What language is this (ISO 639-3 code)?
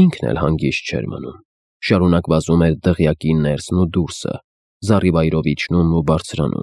hye